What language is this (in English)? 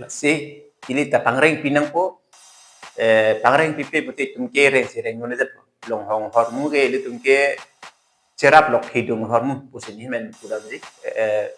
Karbi